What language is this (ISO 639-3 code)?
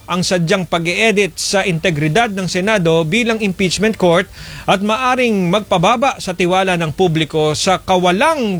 fil